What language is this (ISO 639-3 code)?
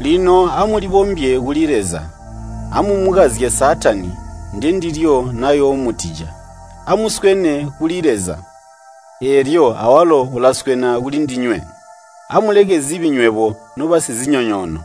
toi